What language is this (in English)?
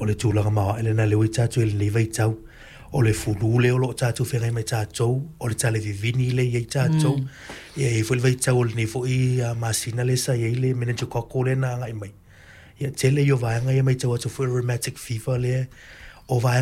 Samoan